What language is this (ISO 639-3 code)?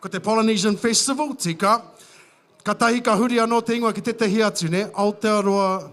mri